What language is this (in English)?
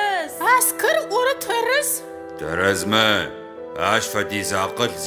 Adyghe